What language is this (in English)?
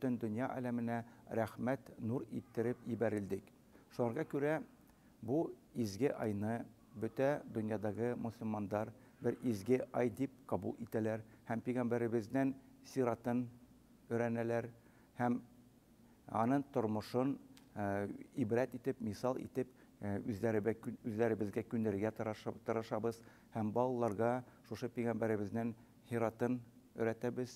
Tatar